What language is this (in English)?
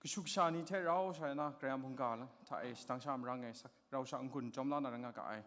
Kachin